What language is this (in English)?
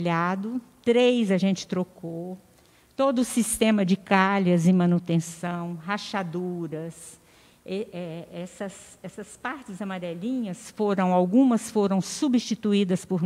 Portuguese